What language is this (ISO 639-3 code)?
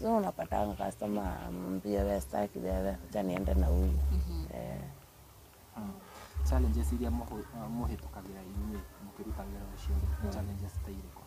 kik